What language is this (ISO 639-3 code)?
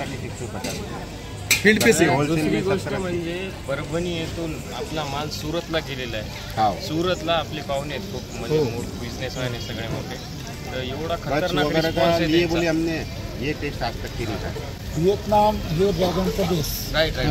mar